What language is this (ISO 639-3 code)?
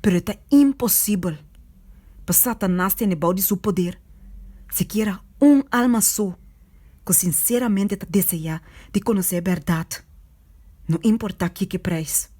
pap